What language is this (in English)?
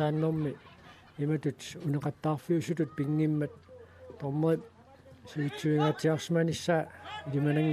Kalaallisut